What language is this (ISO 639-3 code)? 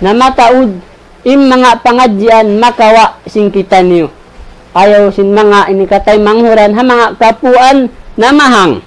tsg